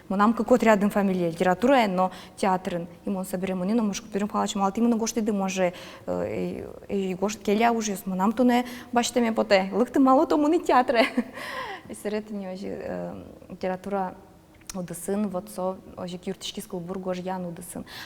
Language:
Udmurt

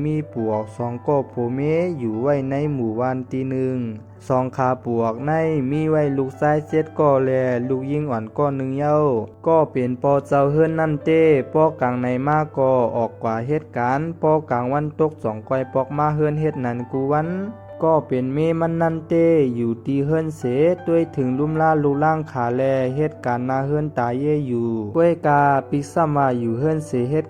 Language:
Shan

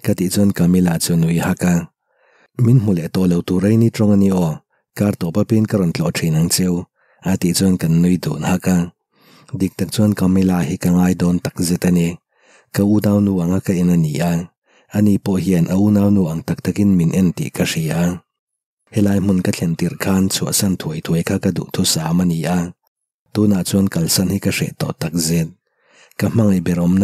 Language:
Mizo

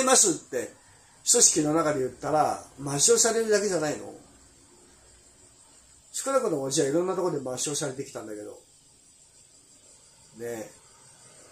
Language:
Japanese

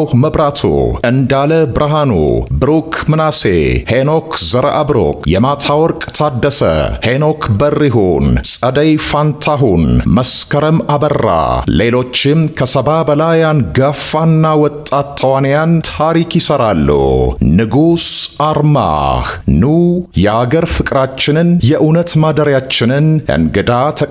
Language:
Amharic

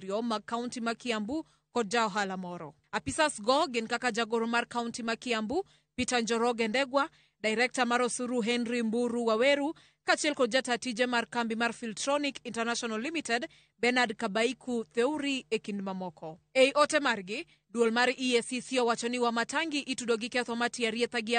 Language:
Luo (Kenya and Tanzania)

